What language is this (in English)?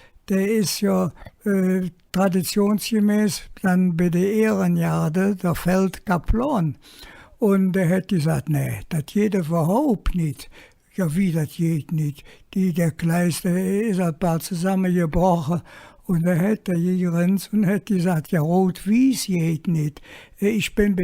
Colognian